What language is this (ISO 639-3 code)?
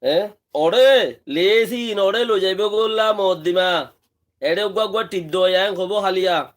rhg